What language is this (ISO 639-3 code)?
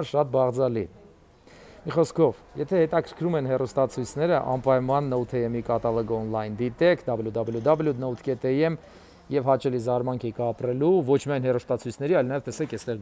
hye